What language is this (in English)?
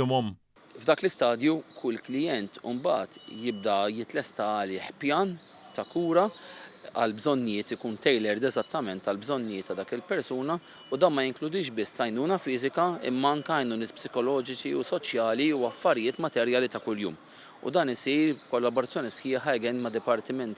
Maltese